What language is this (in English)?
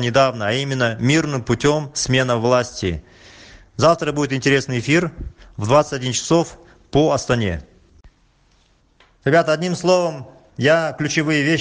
Russian